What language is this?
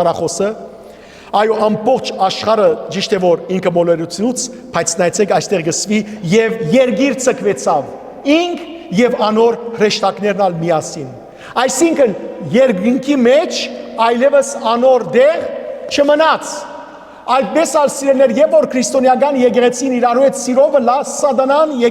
Western Armenian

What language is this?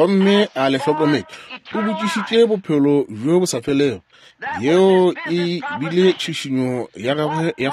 Northern Sotho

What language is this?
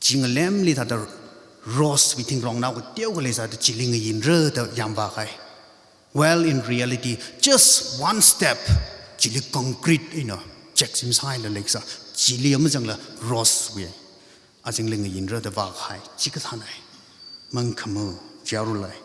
Tangkhul Naga (India)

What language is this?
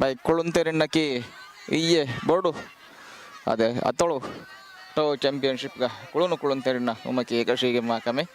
Divehi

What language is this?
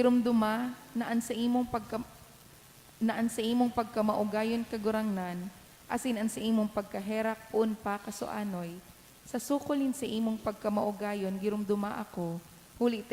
Bikol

